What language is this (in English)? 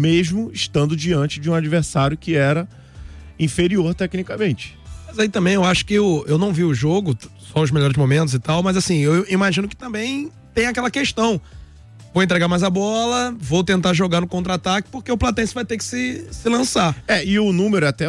Portuguese